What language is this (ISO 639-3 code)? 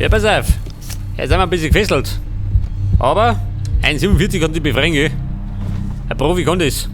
bar